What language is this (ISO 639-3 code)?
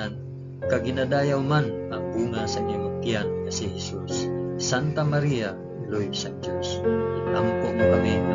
hil